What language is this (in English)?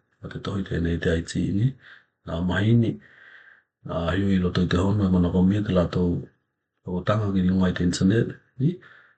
Tokelau